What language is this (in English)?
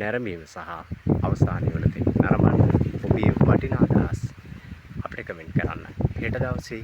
Sinhala